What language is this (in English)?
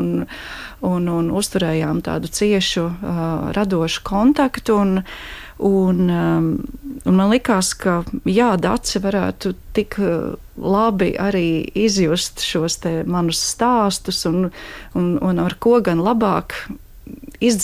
Latvian